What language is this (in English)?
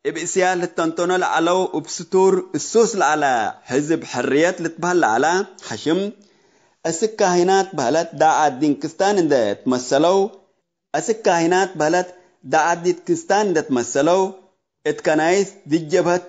Tigre